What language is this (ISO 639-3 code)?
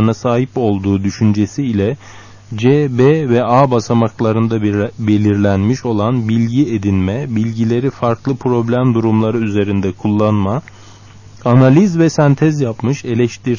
tur